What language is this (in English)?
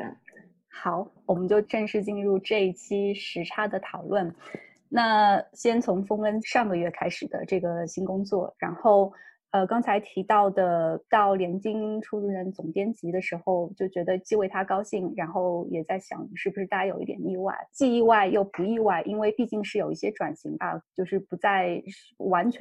Chinese